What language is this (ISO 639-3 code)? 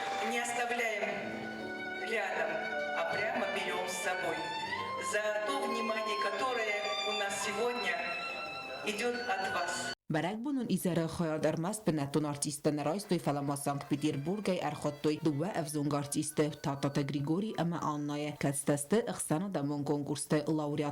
oss